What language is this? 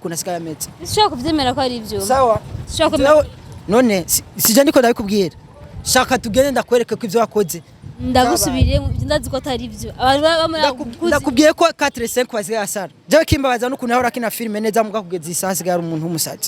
Rundi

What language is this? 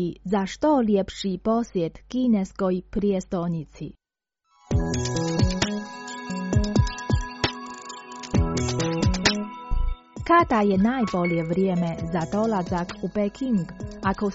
Croatian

